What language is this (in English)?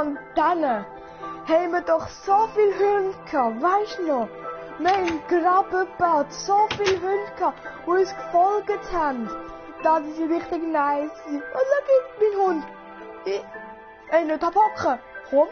Swiss German